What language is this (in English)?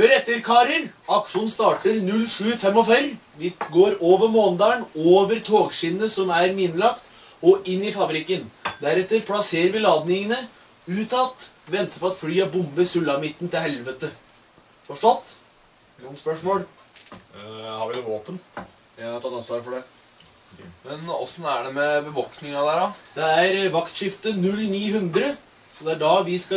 Norwegian